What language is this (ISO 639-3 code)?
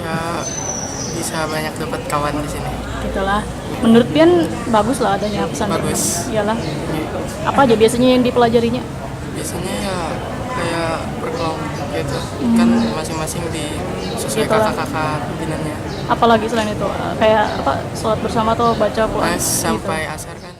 bjn